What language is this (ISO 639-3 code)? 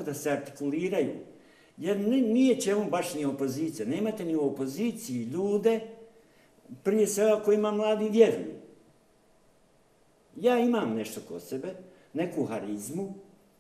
bos